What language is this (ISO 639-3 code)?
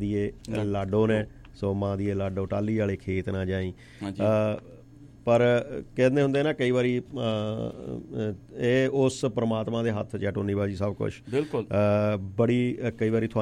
pan